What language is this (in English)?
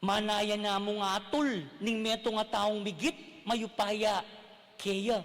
Pampanga